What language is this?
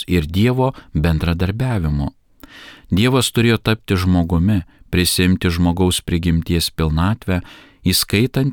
Lithuanian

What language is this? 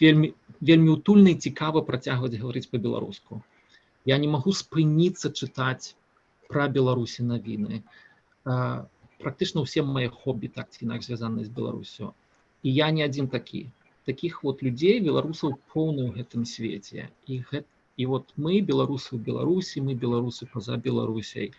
Belarusian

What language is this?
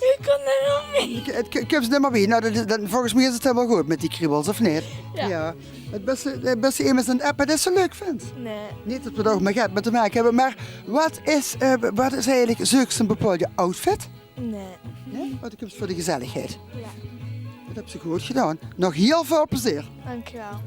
Limburgish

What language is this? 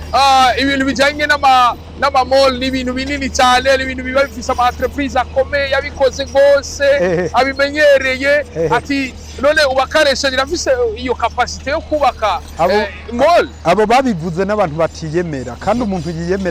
Rundi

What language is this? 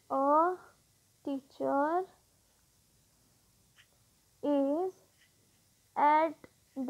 Gujarati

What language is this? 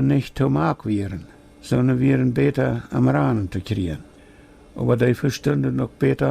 Plautdietsch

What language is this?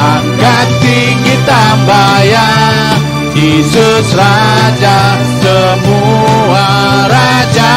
Iban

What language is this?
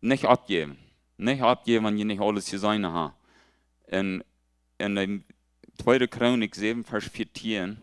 Plautdietsch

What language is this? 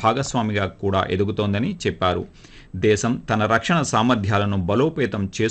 Telugu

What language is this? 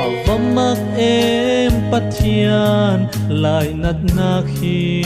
Falam Chin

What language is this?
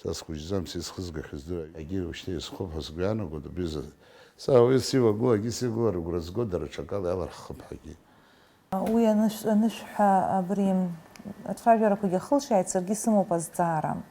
Abkhazian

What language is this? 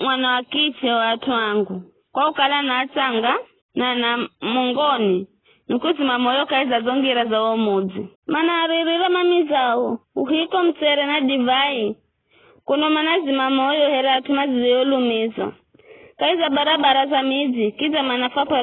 Giryama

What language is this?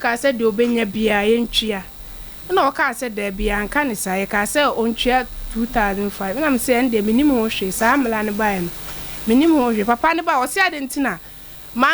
Akan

